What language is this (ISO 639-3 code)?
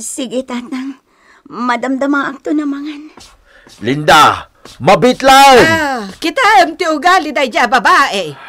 ilo